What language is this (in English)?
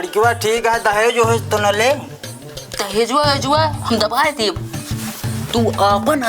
Awadhi